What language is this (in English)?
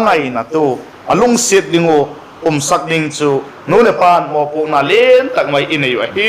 Vaiphei